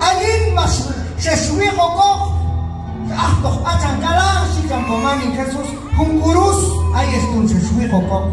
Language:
Q'anjob'al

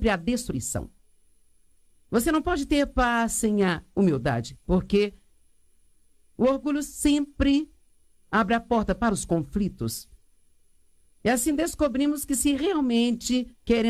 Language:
Portuguese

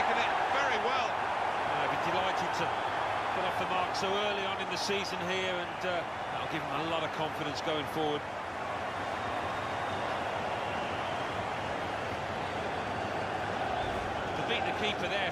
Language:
English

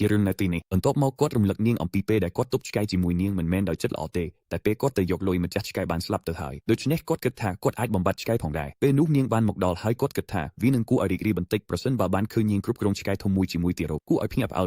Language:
Khmer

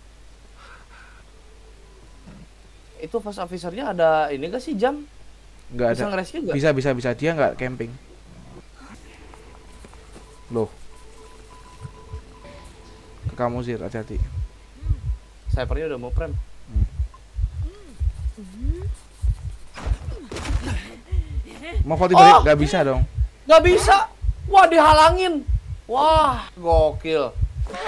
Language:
Indonesian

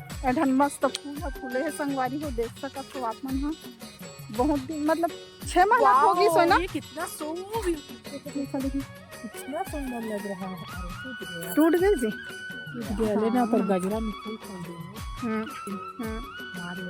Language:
Chhattisgarhi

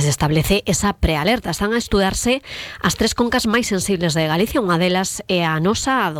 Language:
Galician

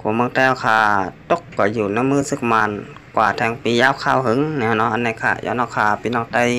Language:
Shan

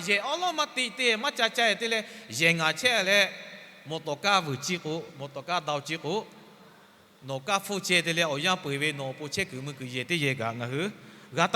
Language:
Lahu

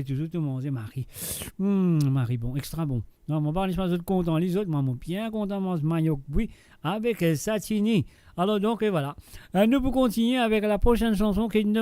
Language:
Morisyen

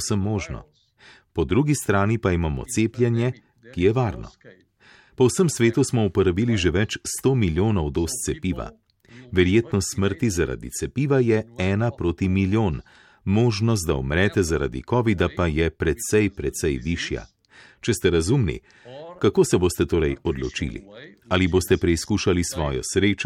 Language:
Slovenian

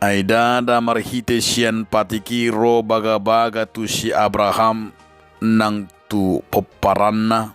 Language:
Batak Toba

